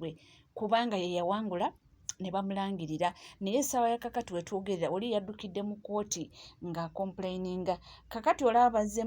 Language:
Ganda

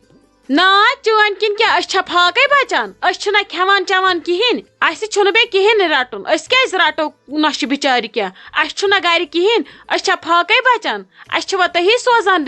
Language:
Kashmiri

